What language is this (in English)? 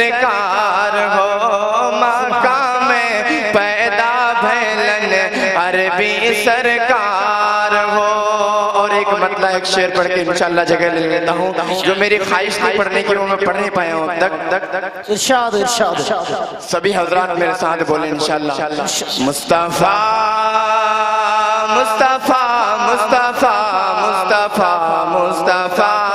Urdu